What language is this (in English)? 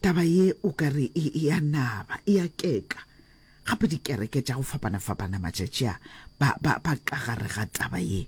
Northern Sotho